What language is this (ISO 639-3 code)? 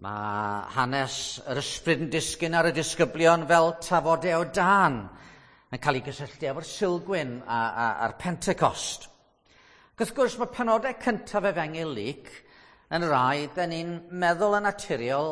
cym